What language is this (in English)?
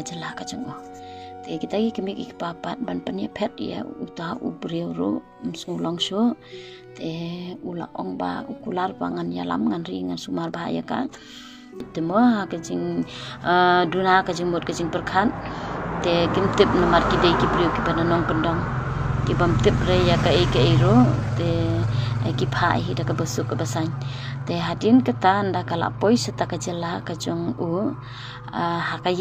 Khasi